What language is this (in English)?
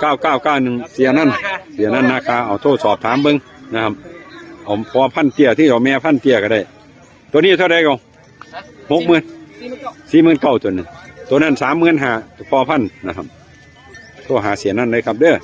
Northeastern Thai